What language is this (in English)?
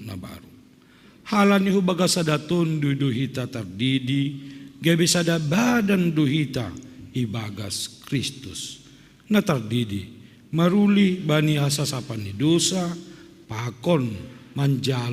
Batak Simalungun